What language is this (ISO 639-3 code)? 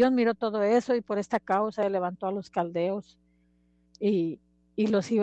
spa